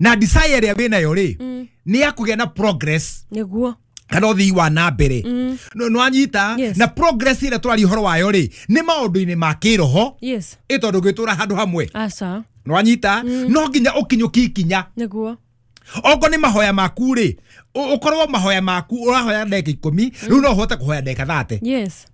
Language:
Kikuyu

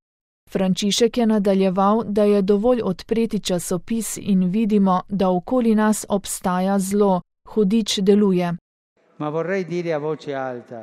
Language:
Slovenian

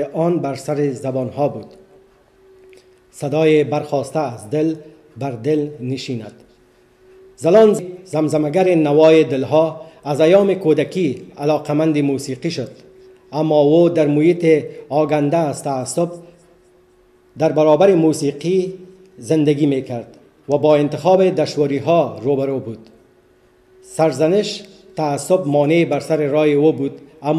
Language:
Persian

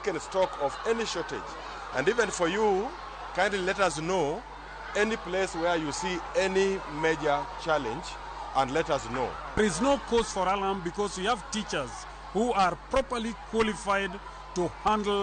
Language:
Luo (Kenya and Tanzania)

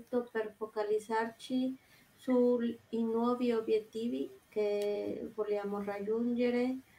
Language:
Italian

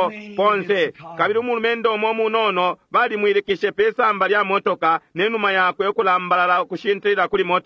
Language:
Bemba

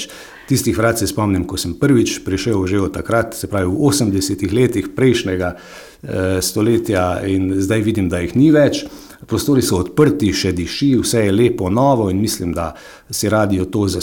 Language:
Slovenian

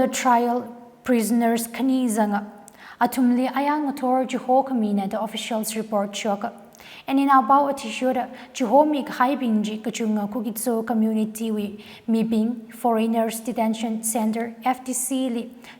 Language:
Tangkhul Naga (India)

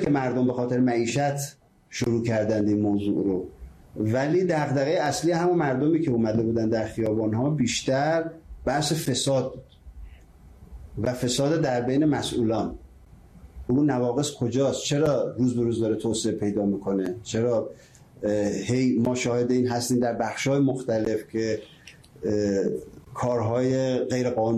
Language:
Persian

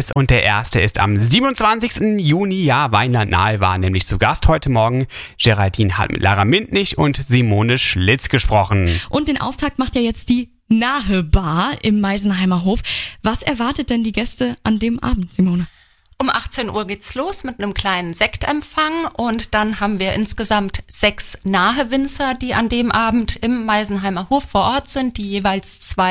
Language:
German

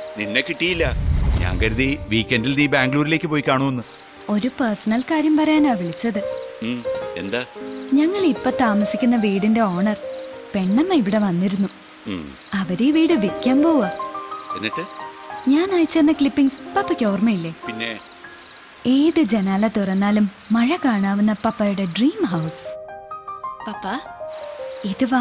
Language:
Malayalam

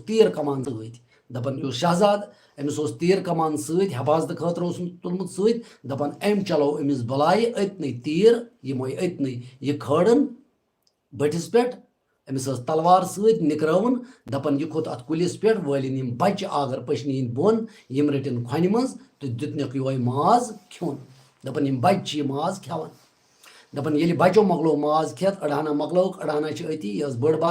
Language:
Kashmiri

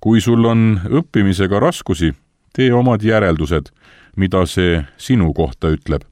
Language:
Estonian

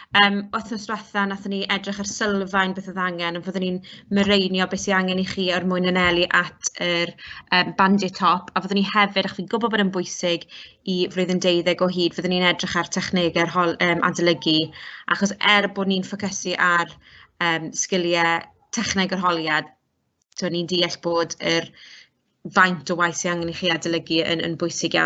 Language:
Welsh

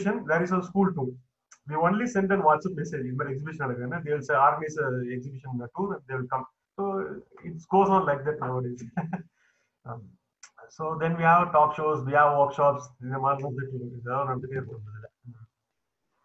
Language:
Tamil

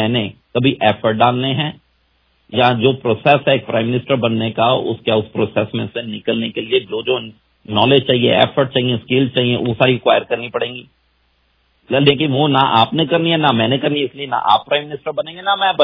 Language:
Punjabi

